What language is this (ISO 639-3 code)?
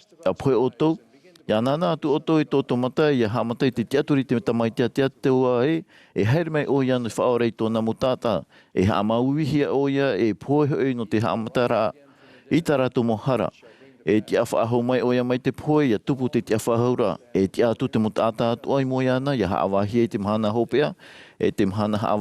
tah